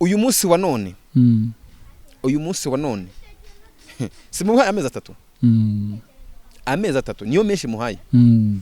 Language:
Kinyarwanda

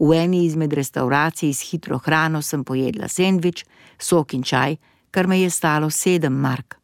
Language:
Slovenian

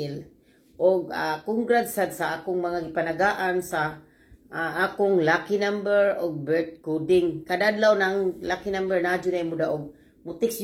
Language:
Cebuano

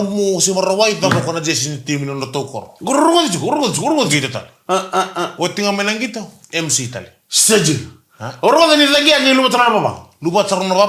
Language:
Fijian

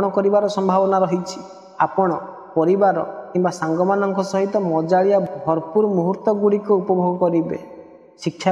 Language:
Odia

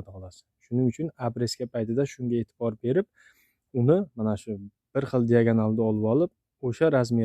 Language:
Uzbek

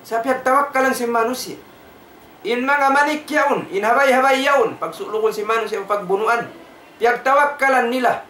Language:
Tausug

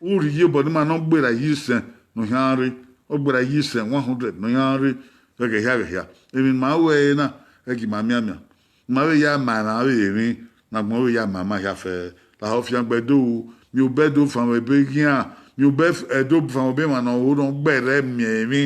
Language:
Bini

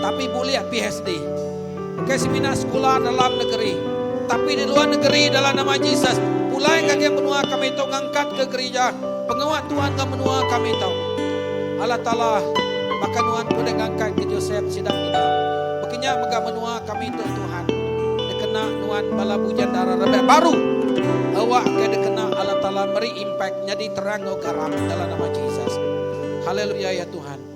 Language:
Iban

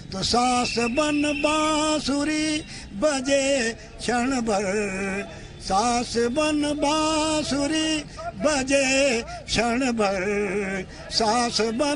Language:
Gujarati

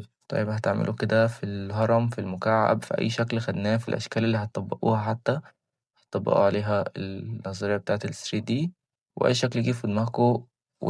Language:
Egyptian Arabic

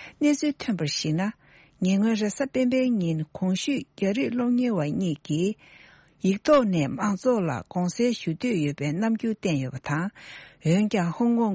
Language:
Tibetan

